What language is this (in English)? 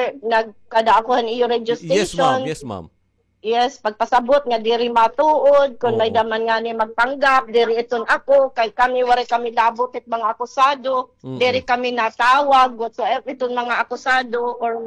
Waray